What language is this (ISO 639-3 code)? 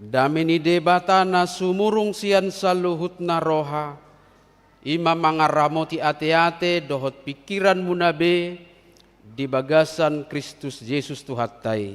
bbc